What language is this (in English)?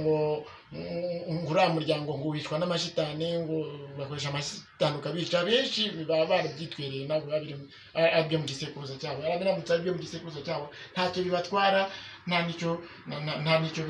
Kinyarwanda